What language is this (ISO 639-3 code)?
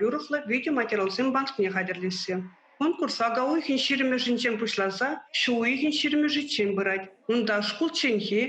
chv